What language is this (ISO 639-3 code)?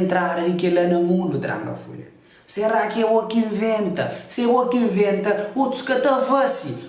kea